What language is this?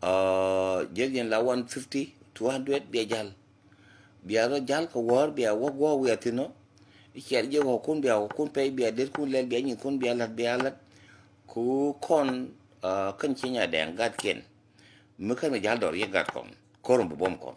Nuer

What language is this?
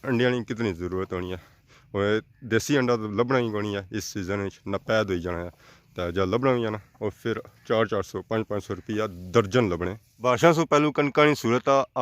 Pahari-Potwari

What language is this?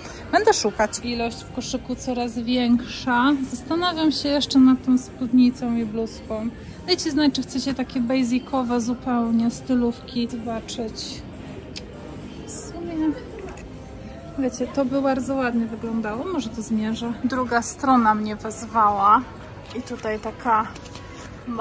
Polish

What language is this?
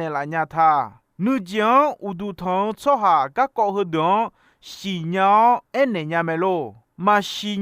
Akha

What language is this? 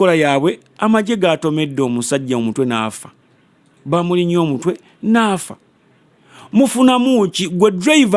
Ganda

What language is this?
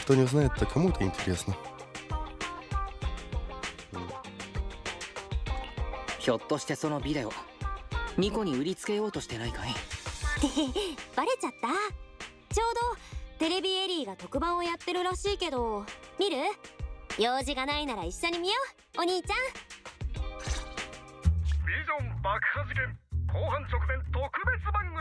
Japanese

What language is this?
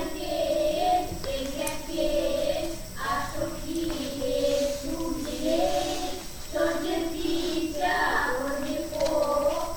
Erzya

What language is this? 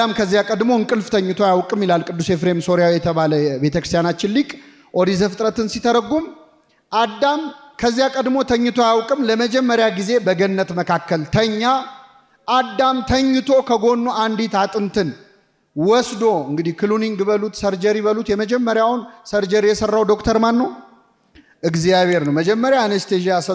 Amharic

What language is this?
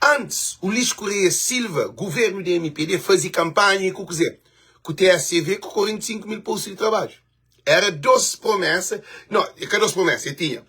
Kabuverdianu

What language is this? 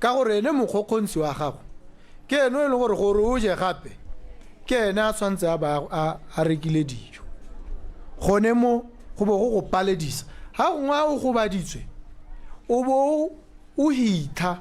Tswana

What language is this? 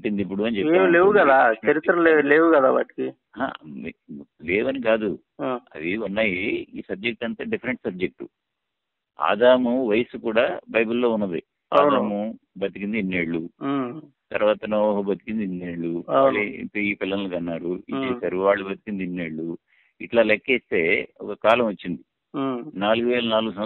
Telugu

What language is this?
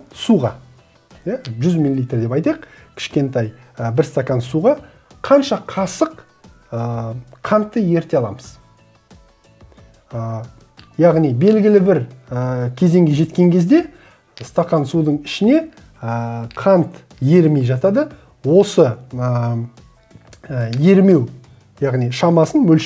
Kazakh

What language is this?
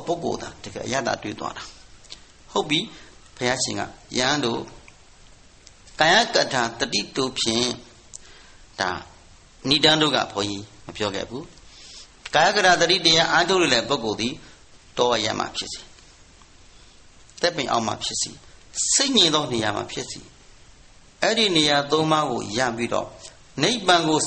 Burmese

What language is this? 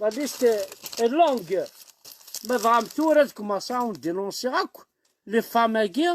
Kabyle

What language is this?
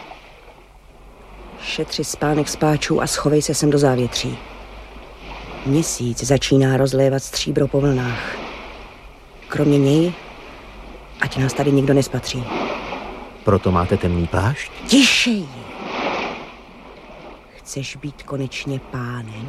Czech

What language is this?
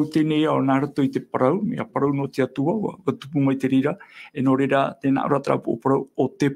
Tahitian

